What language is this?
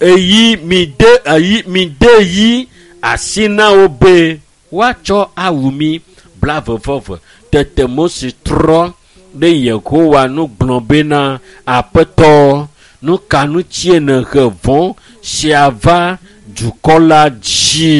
Ewe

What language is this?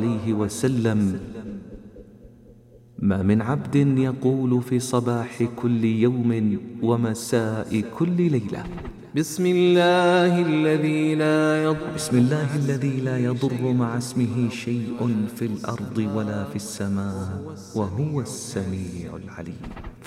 Arabic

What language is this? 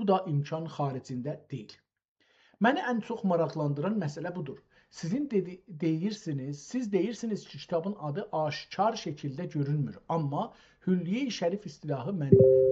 South Azerbaijani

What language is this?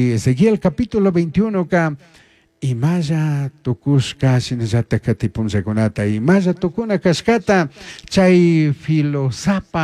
Chimborazo Highland Quichua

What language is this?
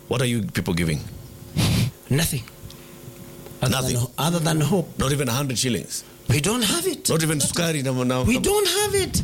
Swahili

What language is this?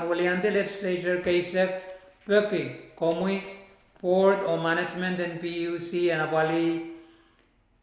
Pohnpeian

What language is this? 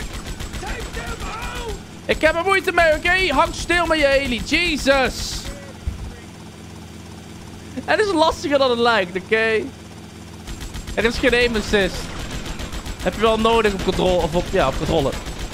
Dutch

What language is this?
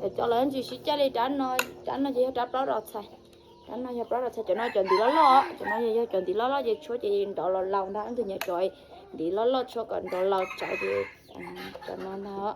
Hmong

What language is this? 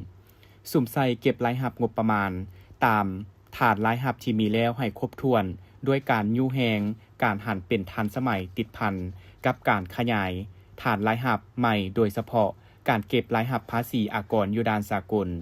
Lao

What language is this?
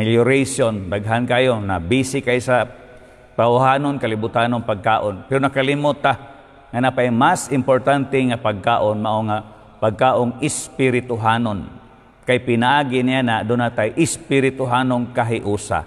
Cebuano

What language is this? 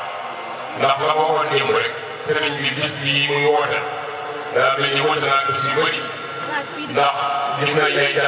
Wolof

